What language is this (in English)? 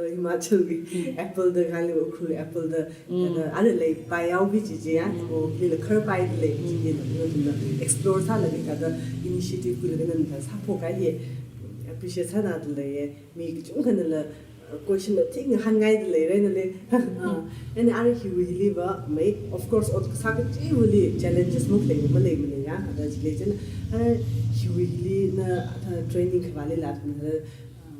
Tangkhul Naga (India)